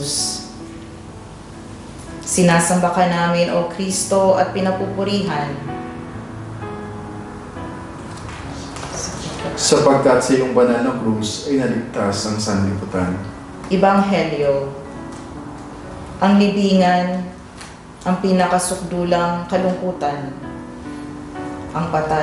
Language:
Filipino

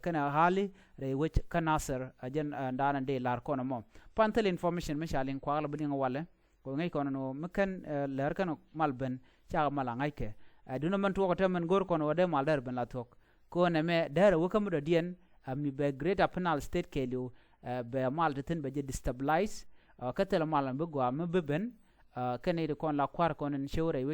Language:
Nuer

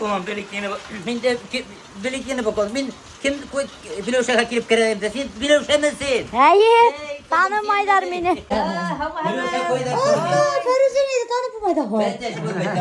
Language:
Bashkir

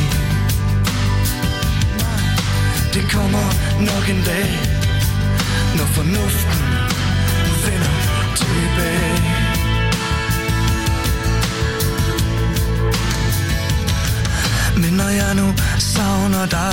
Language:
Danish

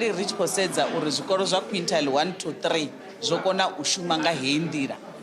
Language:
Venda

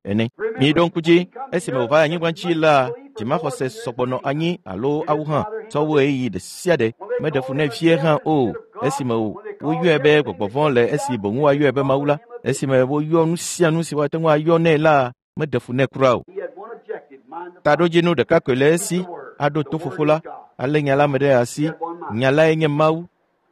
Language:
Ewe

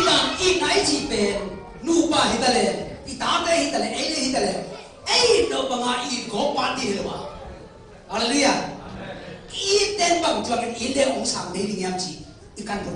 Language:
Tedim Chin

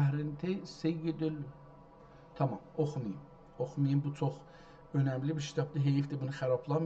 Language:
South Azerbaijani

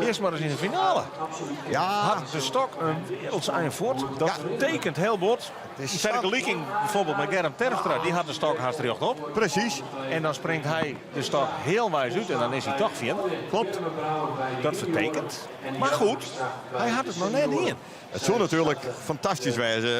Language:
Western Frisian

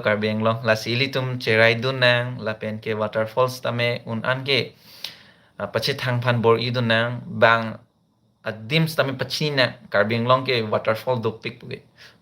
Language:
Karbi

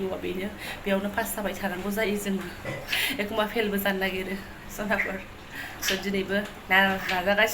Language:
Bodo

